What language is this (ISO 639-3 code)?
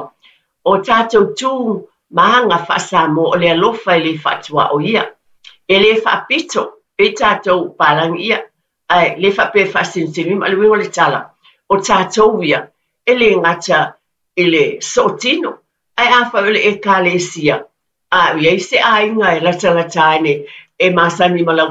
smo